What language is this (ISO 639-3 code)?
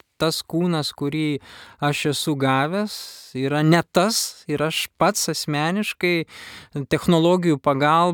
lit